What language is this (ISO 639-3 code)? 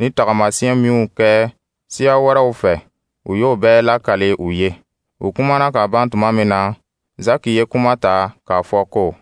dyu